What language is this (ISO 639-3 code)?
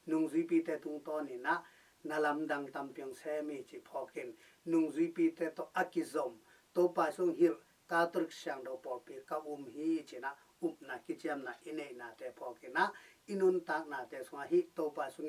ctd